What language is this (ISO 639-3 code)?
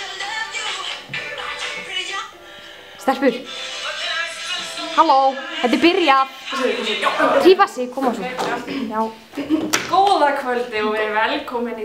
isl